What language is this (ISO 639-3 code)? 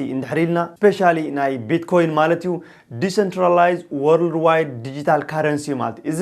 tir